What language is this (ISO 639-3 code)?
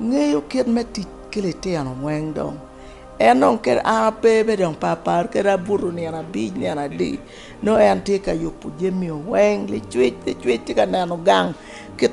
ach